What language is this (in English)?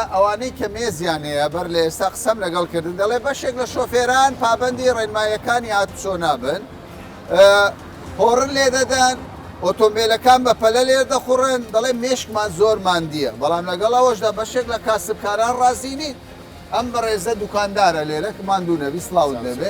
Central Kurdish